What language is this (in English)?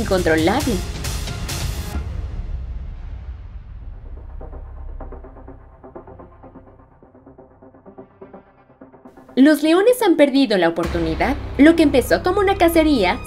Spanish